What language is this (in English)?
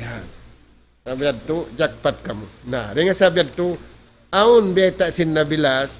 Tausug